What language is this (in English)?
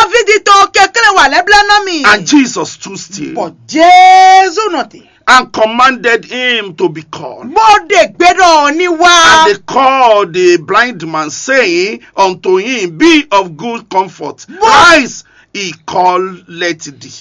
Fon